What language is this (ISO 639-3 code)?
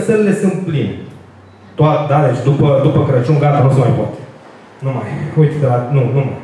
ron